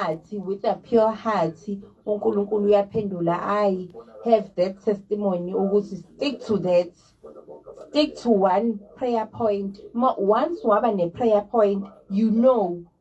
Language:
Zulu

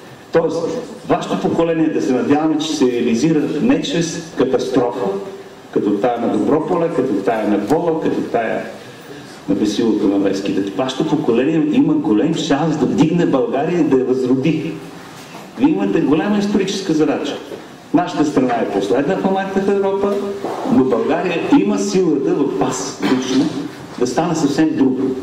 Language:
Bulgarian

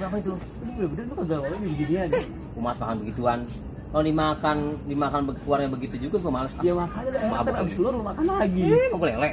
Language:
Betawi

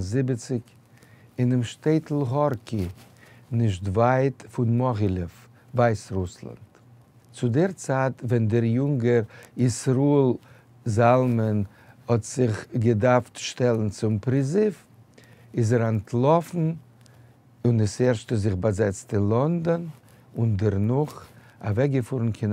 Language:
Yiddish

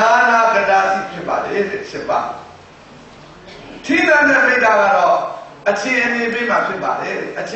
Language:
Burmese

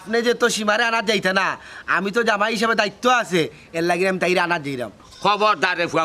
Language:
Sylheti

